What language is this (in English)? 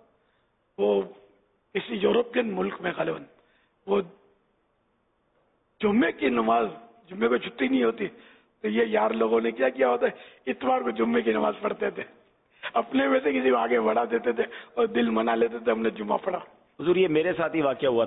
Urdu